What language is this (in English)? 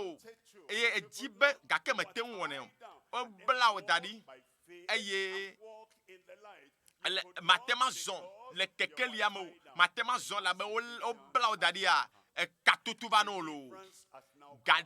Ewe